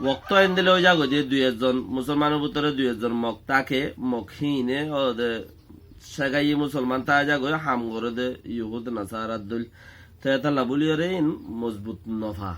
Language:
Rohingya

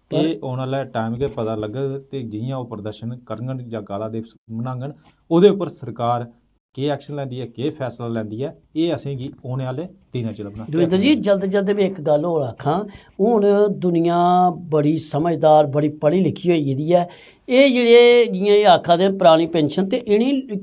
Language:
Dogri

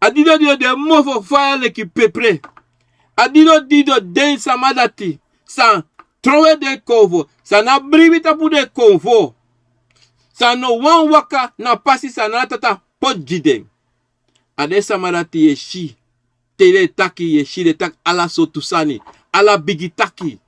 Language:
Sranan Tongo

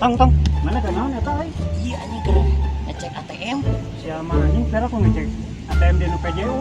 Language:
Sundanese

